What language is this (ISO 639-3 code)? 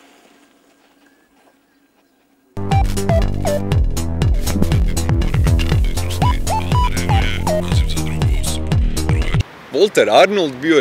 hrv